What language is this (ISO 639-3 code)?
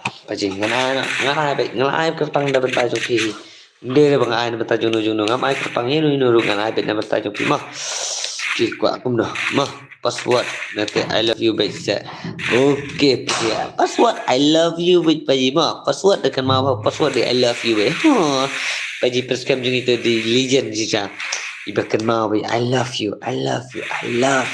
kha